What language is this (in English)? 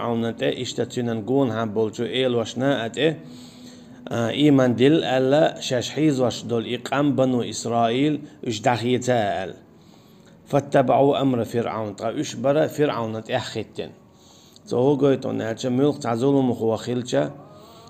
Chechen